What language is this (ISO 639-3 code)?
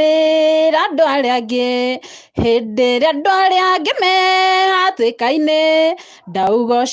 kik